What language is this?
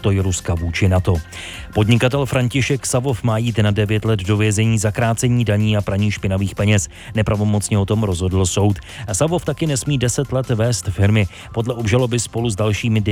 Czech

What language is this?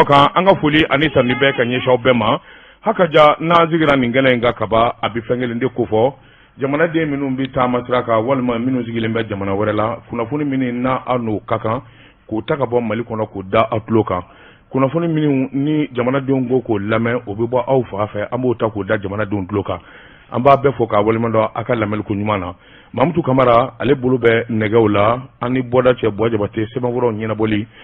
Bambara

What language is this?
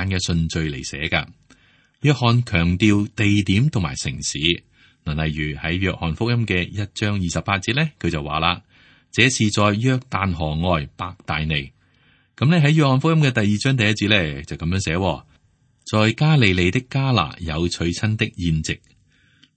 Cantonese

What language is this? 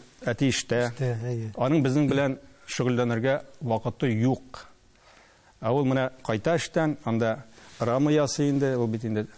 Tatar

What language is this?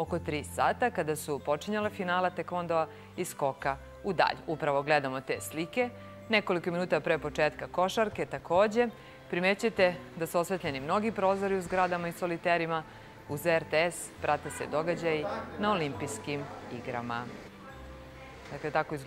Serbian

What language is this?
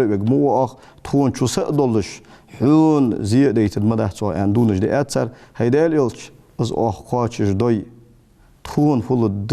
Ingush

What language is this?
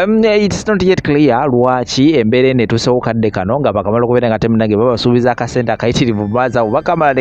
Ganda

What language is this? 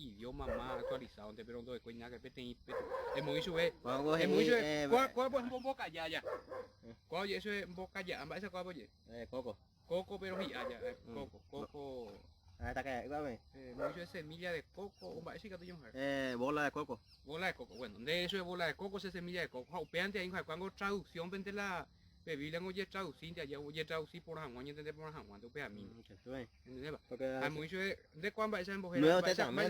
Guarani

